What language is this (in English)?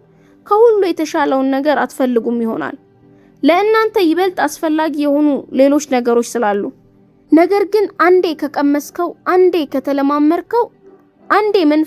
Amharic